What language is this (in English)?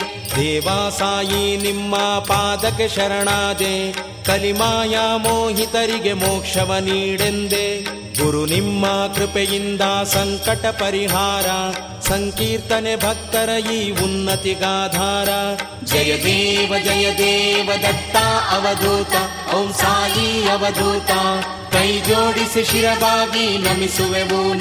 Kannada